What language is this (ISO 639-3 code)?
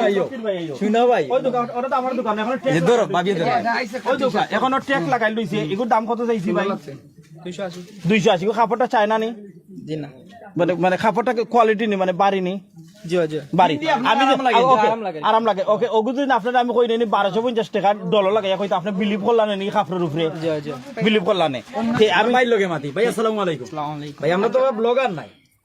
syl